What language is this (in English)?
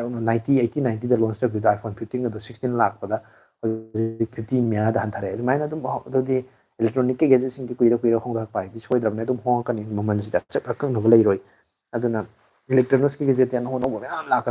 Manipuri